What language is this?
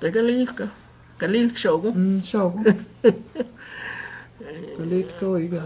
Cherokee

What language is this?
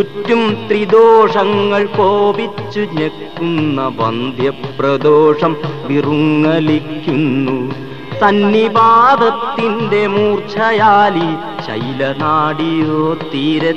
Malayalam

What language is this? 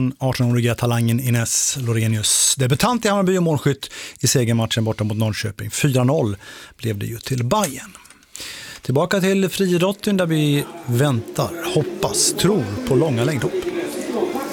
Swedish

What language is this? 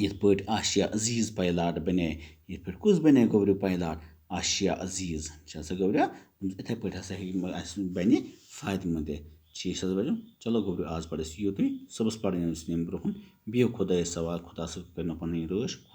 Kashmiri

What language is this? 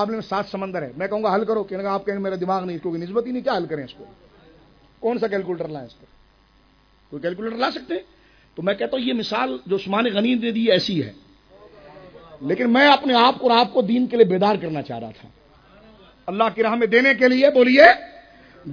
Urdu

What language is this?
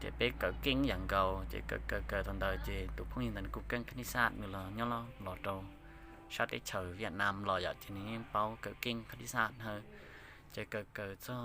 Hmong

